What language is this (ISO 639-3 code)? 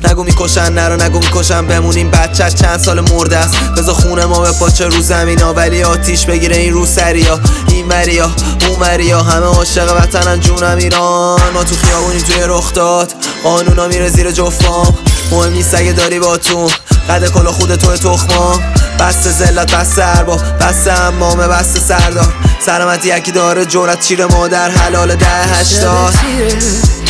fas